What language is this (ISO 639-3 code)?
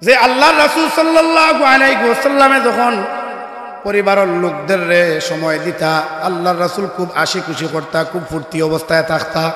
syl